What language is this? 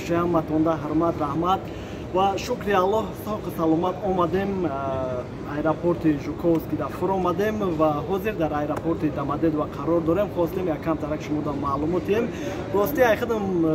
Tajik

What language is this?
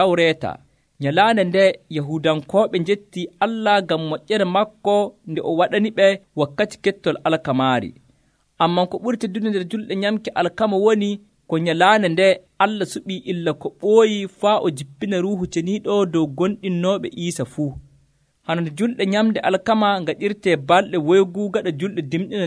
Nigerian Fulfulde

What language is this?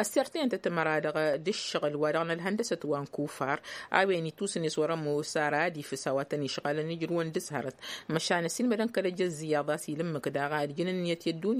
Tamasheq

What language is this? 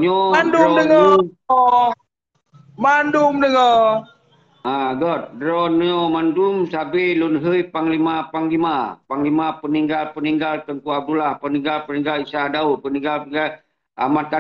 Achinese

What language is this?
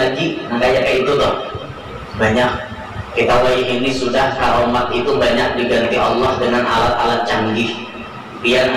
Banjar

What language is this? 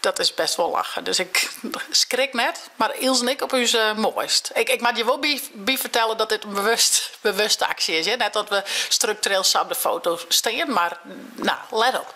Western Frisian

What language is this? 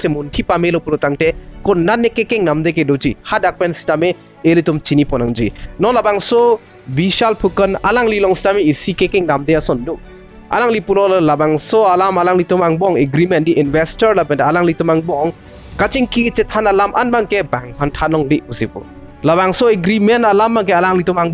Karbi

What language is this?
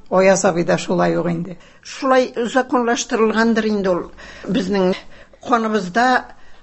Tatar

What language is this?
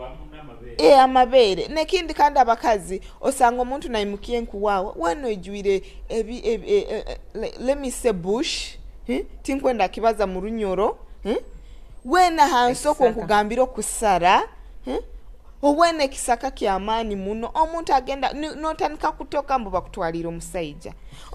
Nyoro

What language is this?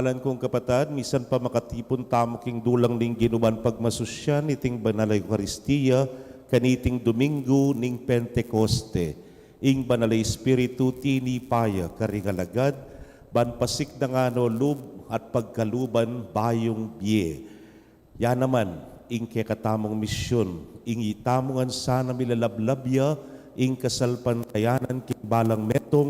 Pampanga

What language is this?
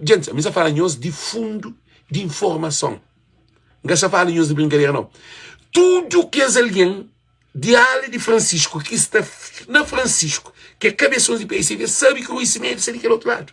Kabuverdianu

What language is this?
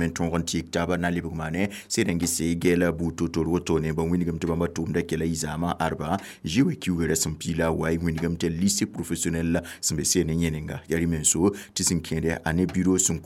Mossi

